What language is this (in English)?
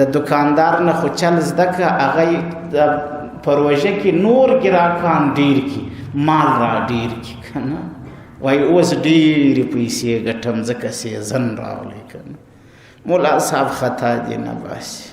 Pashto